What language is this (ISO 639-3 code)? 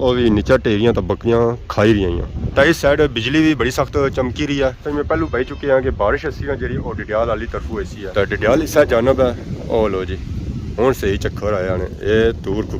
phr